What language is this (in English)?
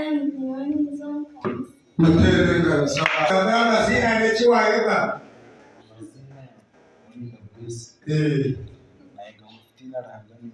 Nyankole